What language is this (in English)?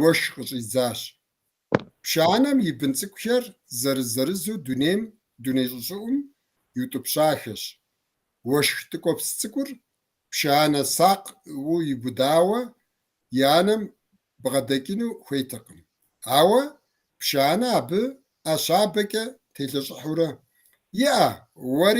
Kabardian